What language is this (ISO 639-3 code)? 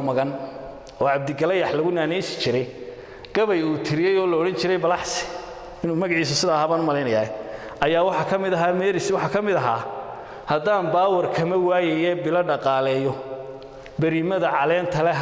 som